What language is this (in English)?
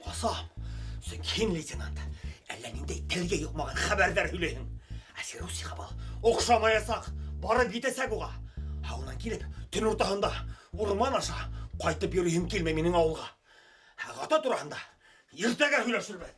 Bashkir